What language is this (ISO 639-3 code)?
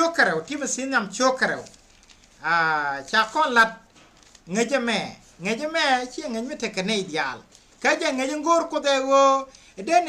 nus